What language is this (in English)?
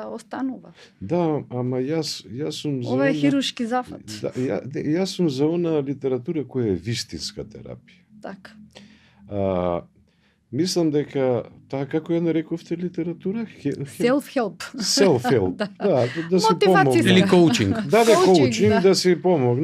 Macedonian